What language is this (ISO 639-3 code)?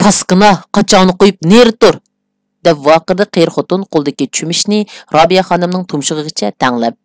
uig